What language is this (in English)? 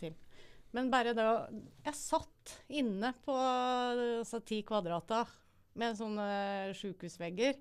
Norwegian